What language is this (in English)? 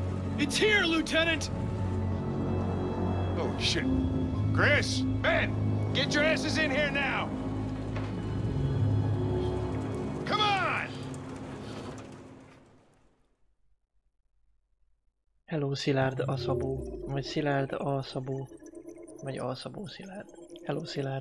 Hungarian